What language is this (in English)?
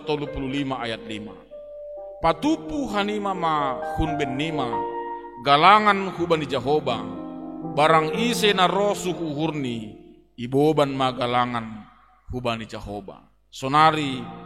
Batak Simalungun